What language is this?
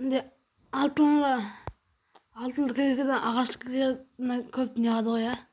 Kara-Kalpak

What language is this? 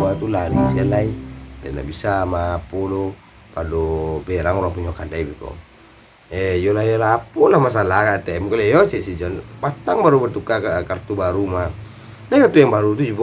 Minangkabau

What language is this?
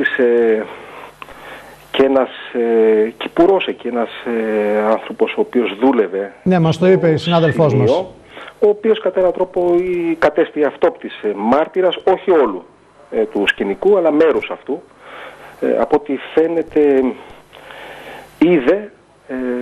Greek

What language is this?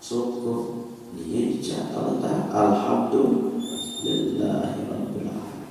Sasak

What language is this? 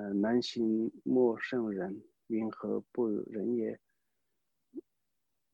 Chinese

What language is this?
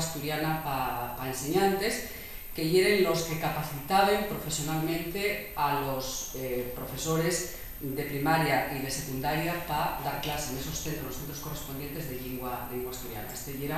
Asturian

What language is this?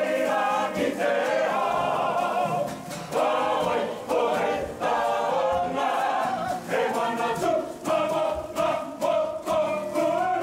Māori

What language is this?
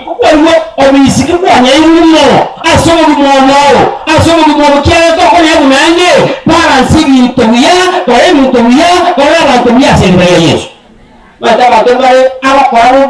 Gusii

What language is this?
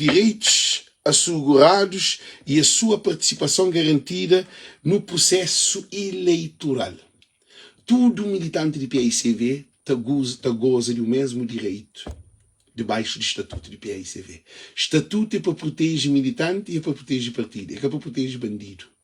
Kabuverdianu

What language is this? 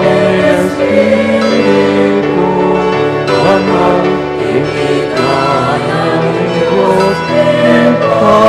Pampanga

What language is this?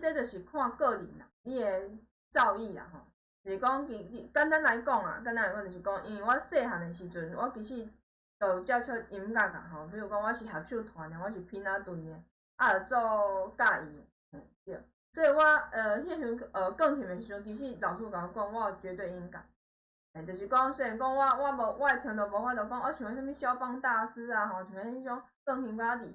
Min Nan Chinese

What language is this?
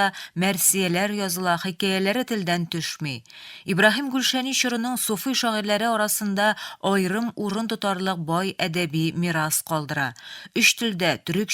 Tatar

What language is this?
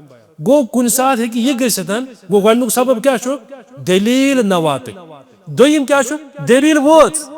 Kashmiri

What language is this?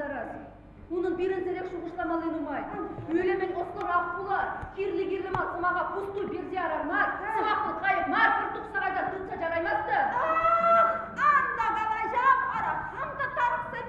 Chuvash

